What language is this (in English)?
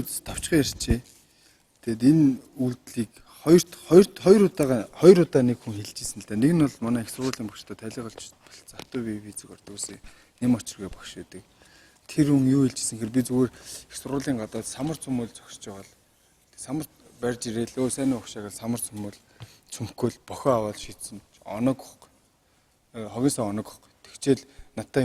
Mongolian